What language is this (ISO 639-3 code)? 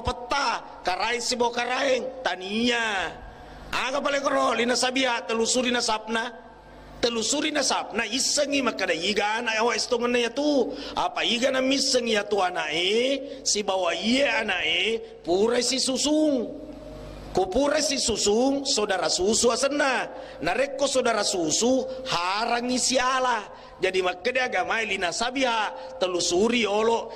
bug